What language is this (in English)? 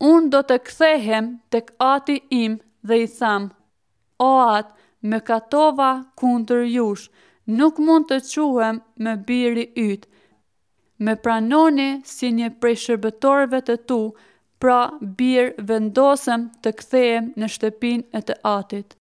Albanian